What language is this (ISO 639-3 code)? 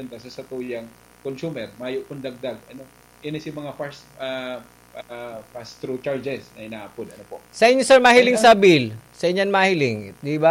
bik